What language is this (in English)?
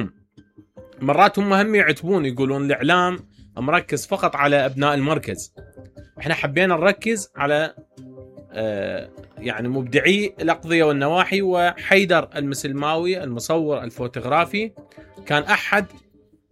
Mesopotamian Arabic